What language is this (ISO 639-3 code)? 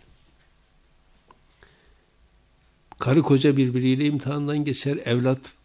tur